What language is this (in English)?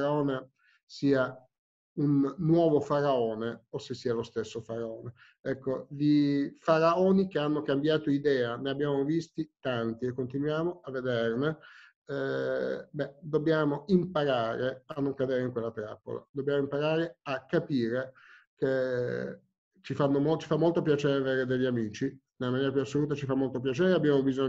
Italian